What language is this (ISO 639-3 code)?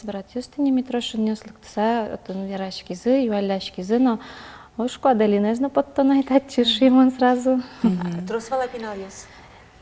udm